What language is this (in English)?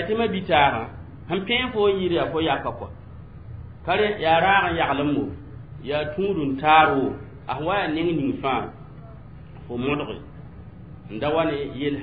Mossi